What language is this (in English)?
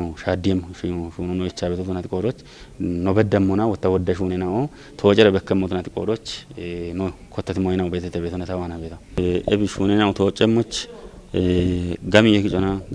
Kafa